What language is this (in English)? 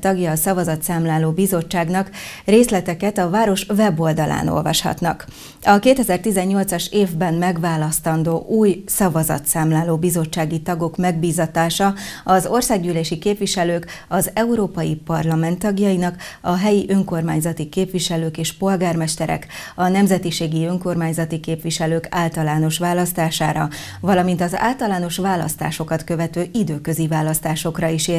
Hungarian